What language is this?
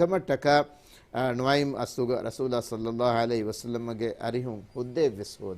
Divehi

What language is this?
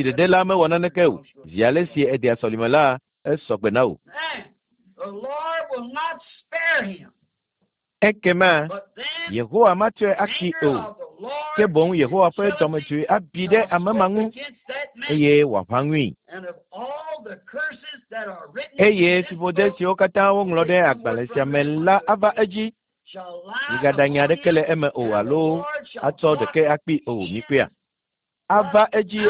Ewe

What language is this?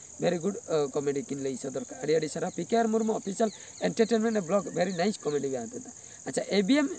Santali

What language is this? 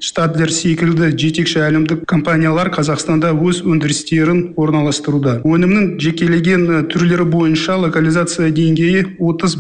Kazakh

